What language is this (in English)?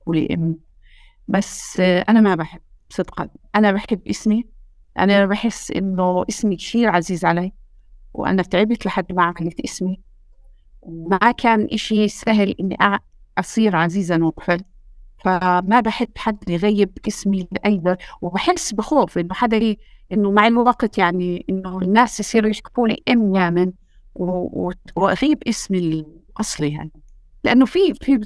North Levantine Arabic